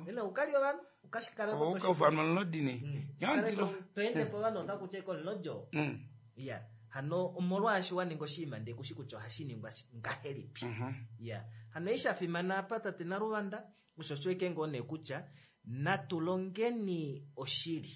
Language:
Kuanyama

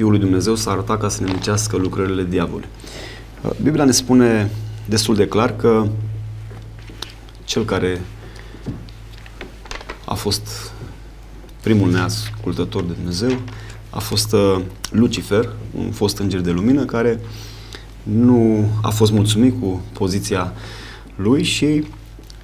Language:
Romanian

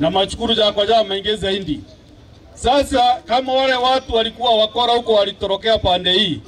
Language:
Swahili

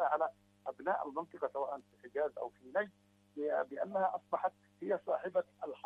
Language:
Arabic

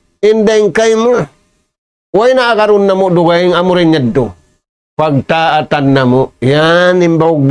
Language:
Tausug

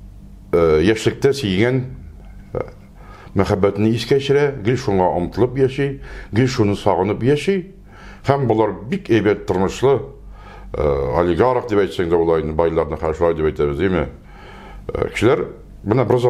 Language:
Tatar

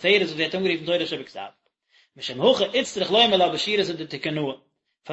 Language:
Yiddish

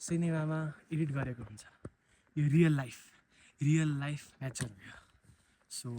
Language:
Nepali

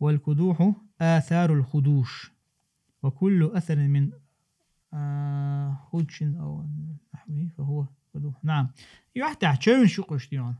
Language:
Chechen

